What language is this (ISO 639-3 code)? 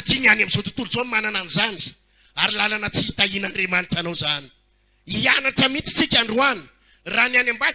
mlg